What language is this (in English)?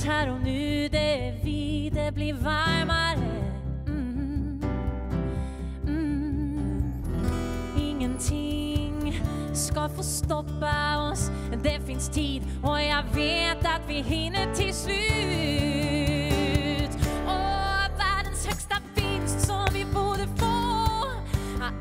Swedish